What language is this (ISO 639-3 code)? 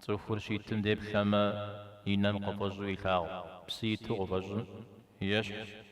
kbd